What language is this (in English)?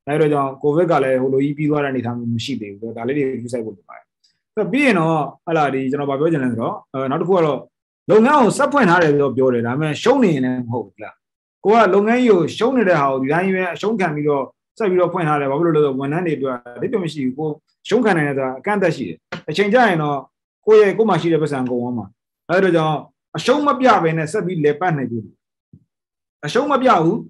Burmese